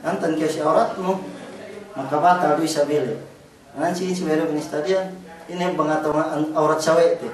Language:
Yakan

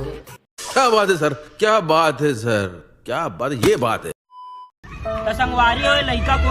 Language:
Chhattisgarhi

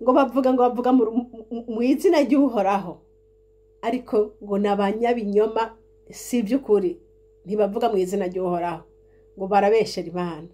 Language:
Rundi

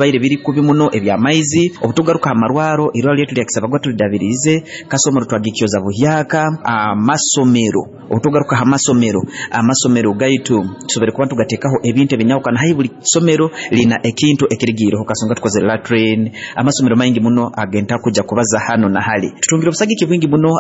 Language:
Nyoro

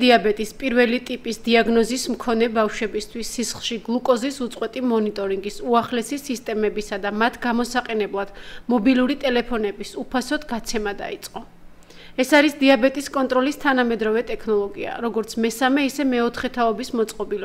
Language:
Georgian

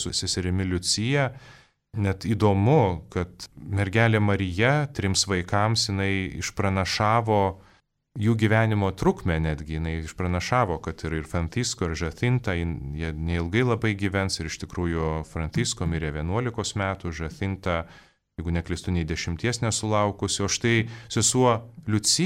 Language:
Lithuanian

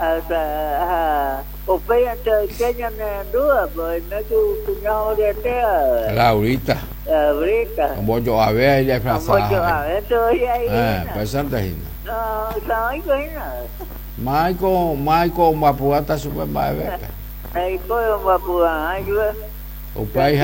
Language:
Guarani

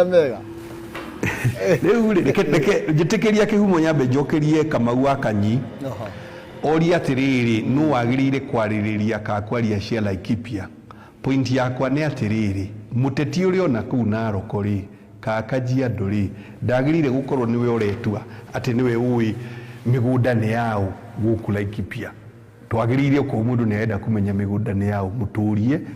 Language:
Kikuyu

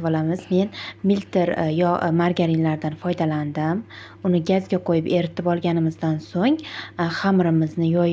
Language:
Uzbek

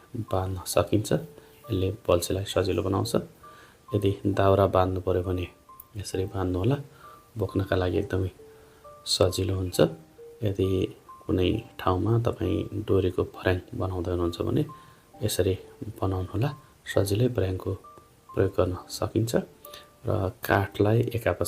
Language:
Nepali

